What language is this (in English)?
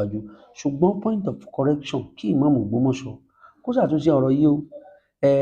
Yoruba